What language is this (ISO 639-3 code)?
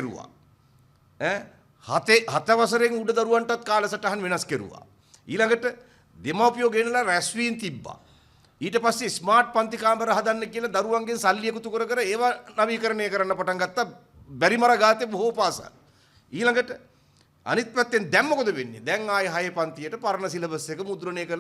sin